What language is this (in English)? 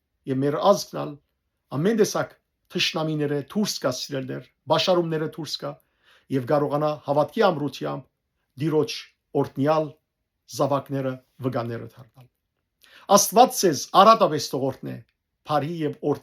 Western Armenian